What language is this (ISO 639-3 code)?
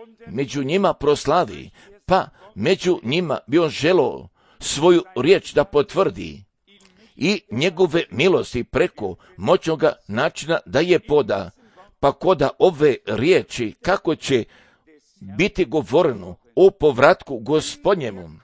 hrv